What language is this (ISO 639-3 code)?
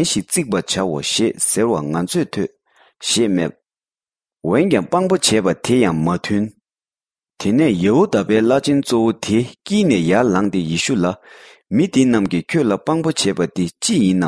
bod